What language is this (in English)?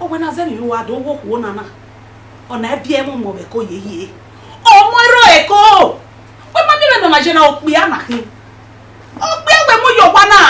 Bini